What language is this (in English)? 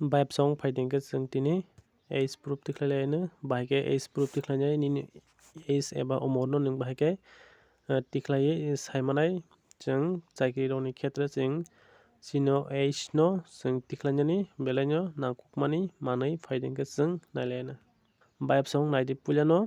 Kok Borok